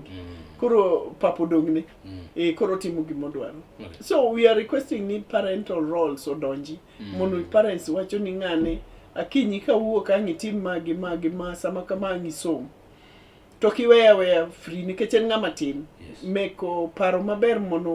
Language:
Luo (Kenya and Tanzania)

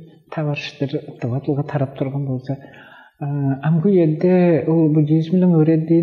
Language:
Tuvinian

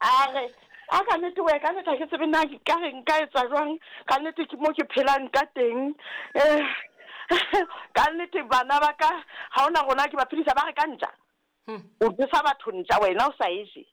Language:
Southern Sotho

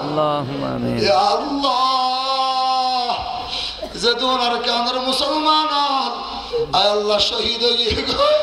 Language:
Rohingya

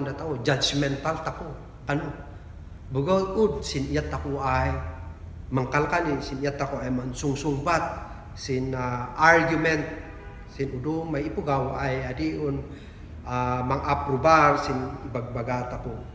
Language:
Kankanaey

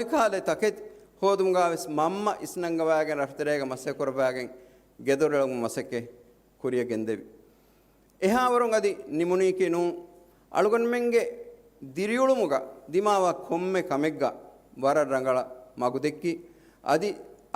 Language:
Divehi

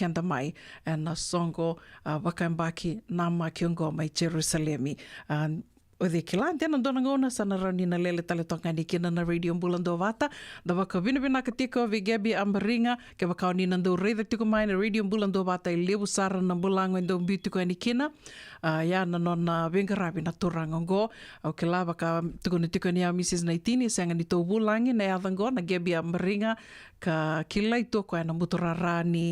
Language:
Fijian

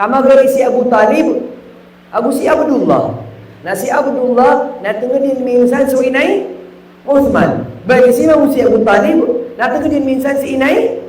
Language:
Maranao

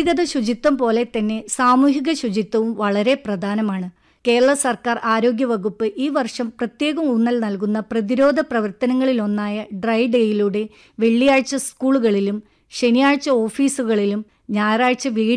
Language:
Malayalam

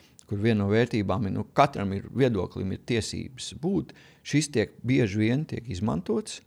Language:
Latvian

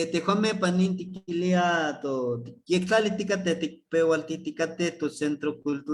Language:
Eastern Huasteca Nahuatl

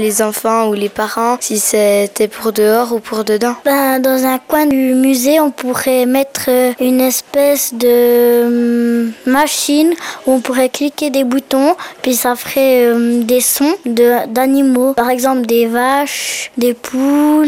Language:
French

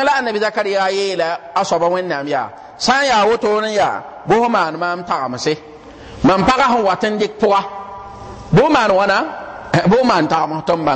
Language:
Mossi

